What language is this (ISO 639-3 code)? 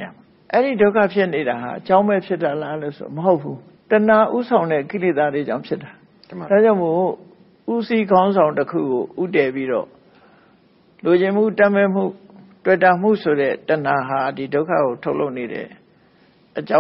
mya